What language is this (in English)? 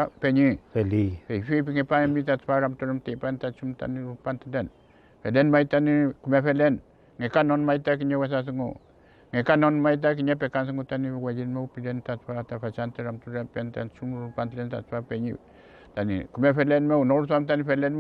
Mapuche